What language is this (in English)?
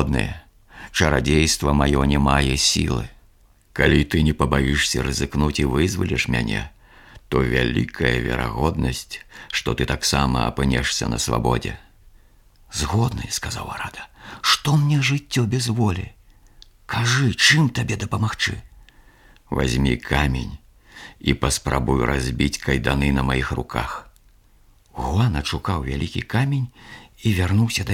Belarusian